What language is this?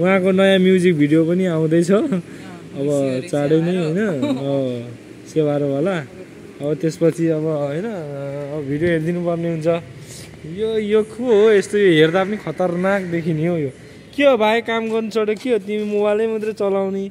Nepali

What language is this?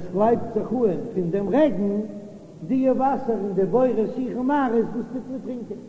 Yiddish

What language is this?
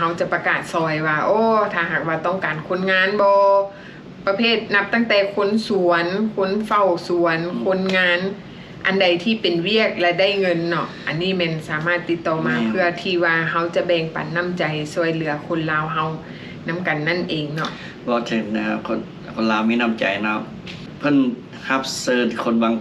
Lao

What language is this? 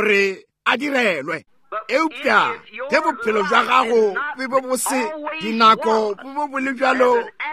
Northern Sotho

